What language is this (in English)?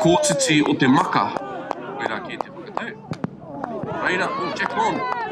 Māori